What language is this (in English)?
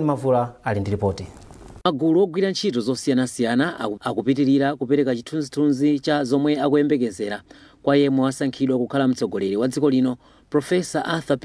Nyanja